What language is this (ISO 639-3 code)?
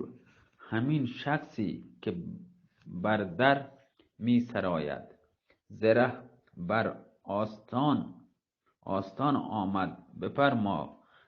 bal